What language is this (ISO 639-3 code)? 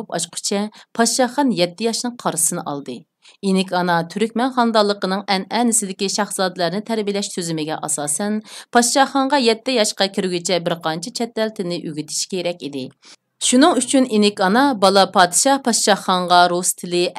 uig